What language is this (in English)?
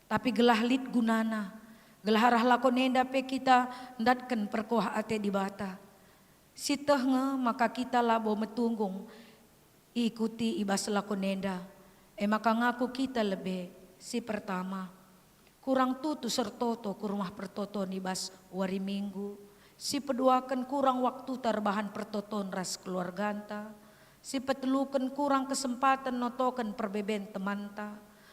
Batak Karo